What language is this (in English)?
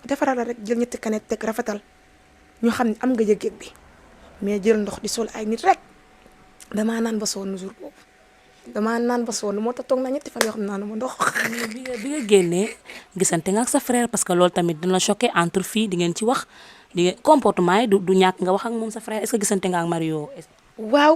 Wolof